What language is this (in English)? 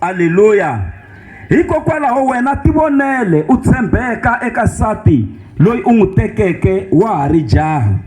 Tsonga